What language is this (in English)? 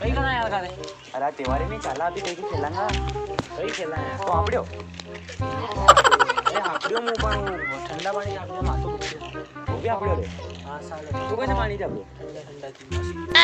Rajasthani